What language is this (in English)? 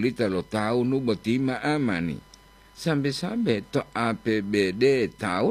Gorontalo